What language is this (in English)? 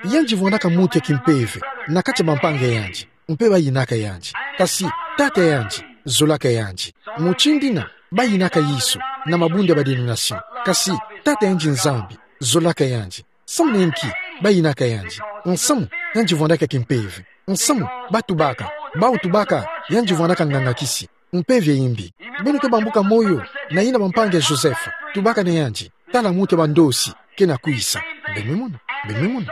Kituba (Democratic Republic of Congo)